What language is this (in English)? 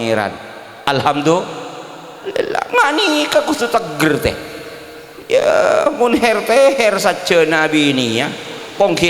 Madurese